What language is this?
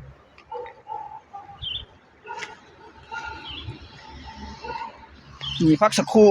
Lao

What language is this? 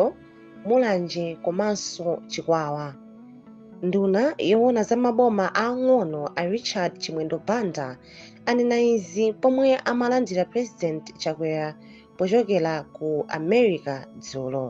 Nyanja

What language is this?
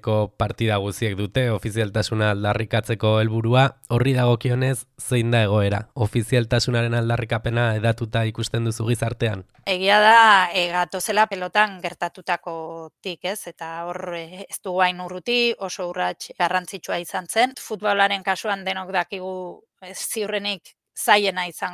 Basque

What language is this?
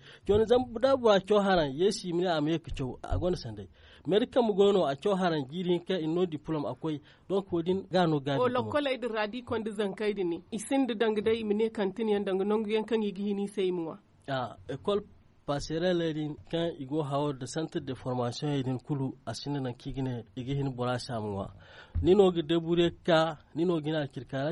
Zarma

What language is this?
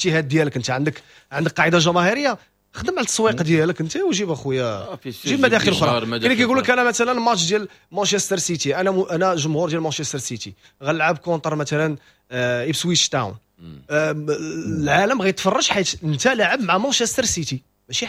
Moroccan Arabic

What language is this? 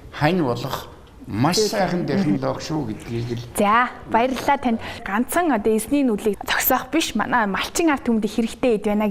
Mongolian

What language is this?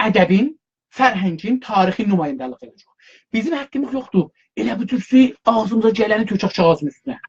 South Azerbaijani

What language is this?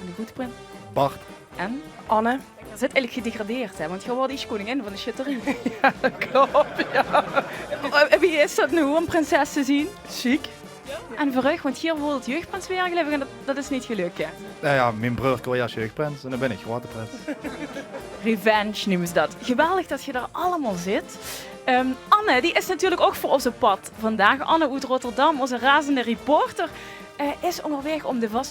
Limburgish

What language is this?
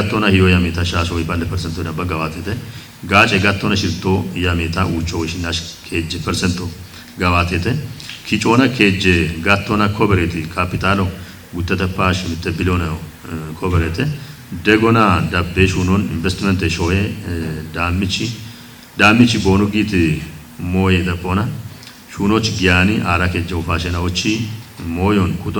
Kafa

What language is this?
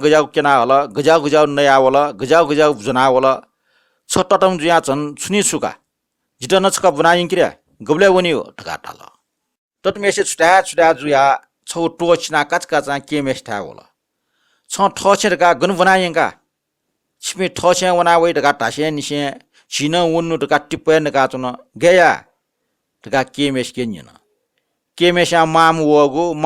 Newari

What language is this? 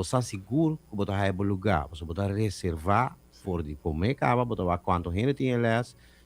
Papiamento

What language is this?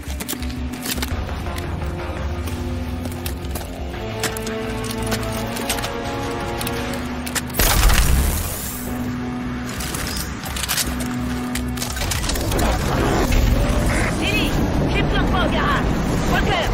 French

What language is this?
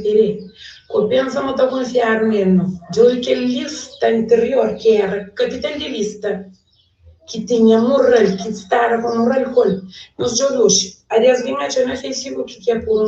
Kabuverdianu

